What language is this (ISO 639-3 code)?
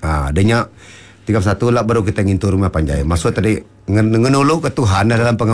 iba